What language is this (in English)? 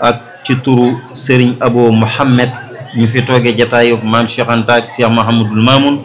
Wolof